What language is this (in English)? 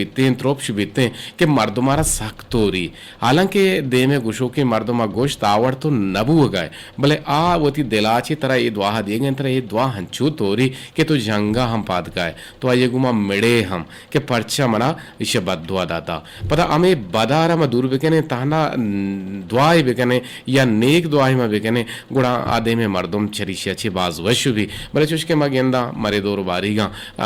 Eastern Balochi